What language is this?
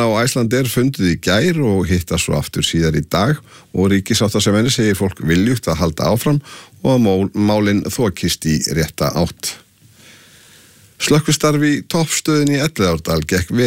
Icelandic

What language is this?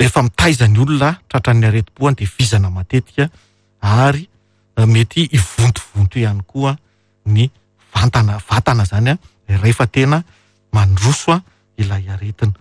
Malagasy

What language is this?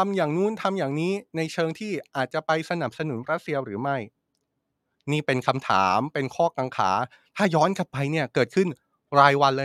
Thai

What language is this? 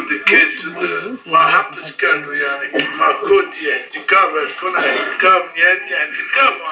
Zaza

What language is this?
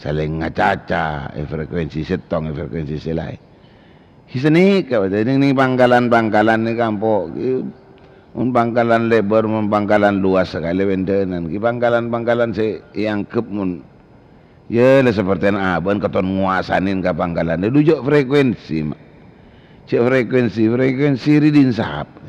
Madurese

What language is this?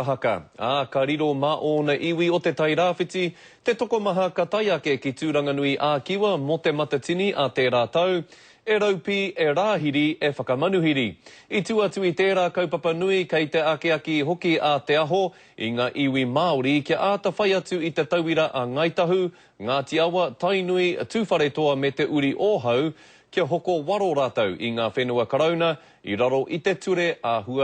Māori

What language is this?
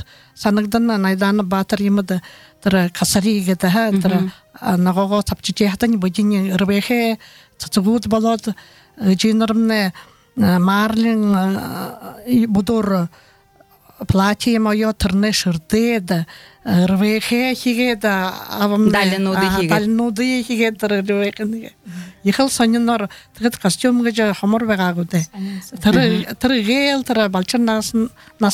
Buriat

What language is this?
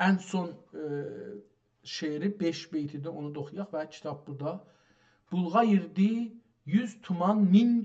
South Azerbaijani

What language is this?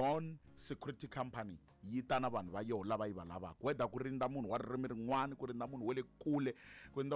Tsonga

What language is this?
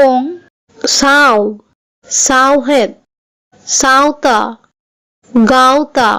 Santali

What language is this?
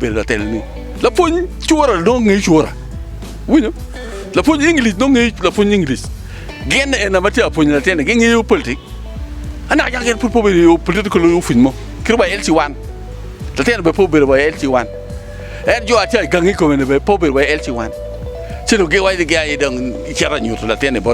Acoli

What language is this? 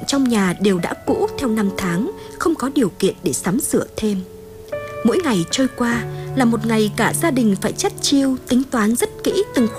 Vietnamese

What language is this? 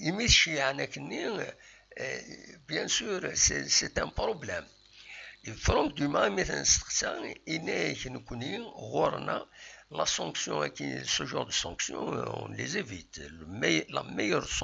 Kabyle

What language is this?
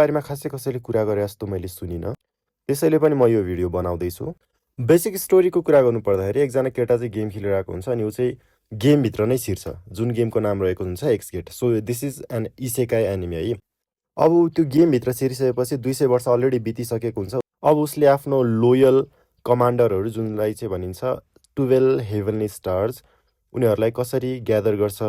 Nepali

